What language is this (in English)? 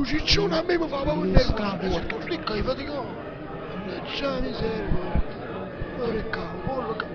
Neapolitan